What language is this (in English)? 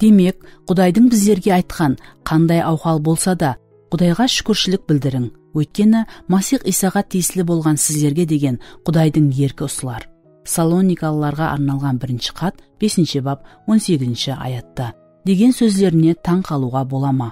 Kara-Kalpak